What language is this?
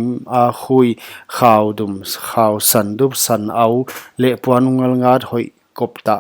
Paite Chin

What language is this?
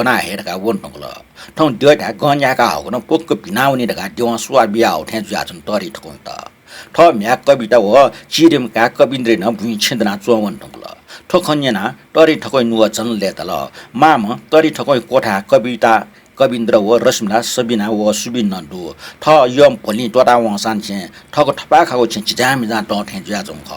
Newari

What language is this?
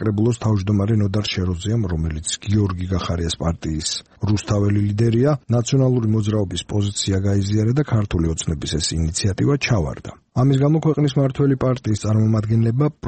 Georgian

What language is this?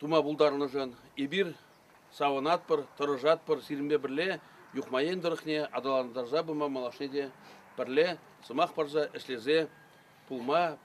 Chuvash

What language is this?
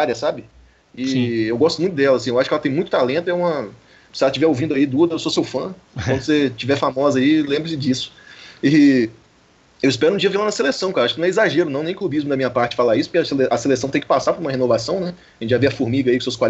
Portuguese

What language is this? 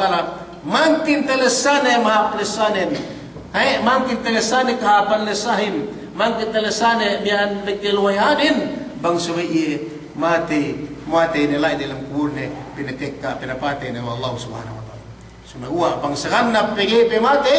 Yakan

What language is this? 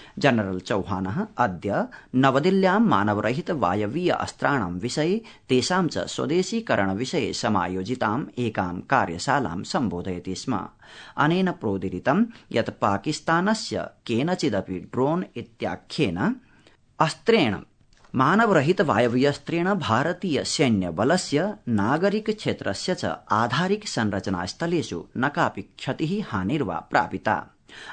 Sanskrit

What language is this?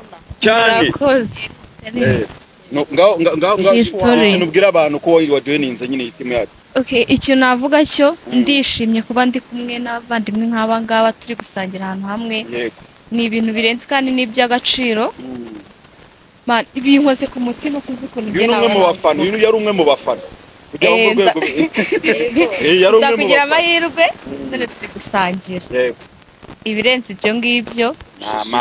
Kinyarwanda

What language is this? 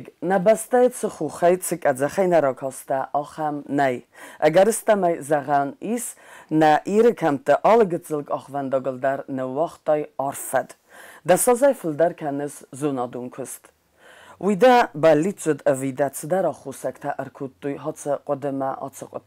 Ossetic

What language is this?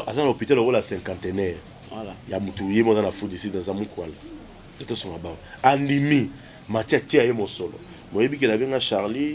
Lingala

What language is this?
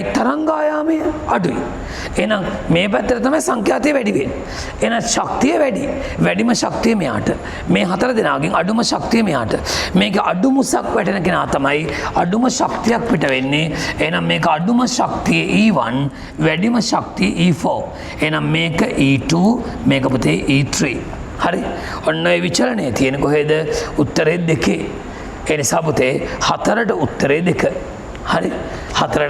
Sinhala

